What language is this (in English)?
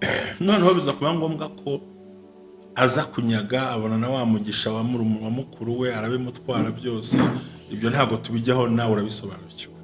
Kinyarwanda